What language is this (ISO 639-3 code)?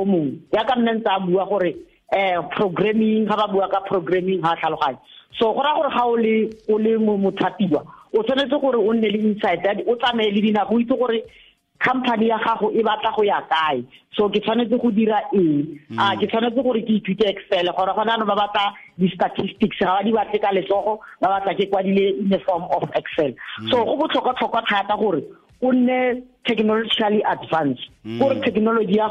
tsn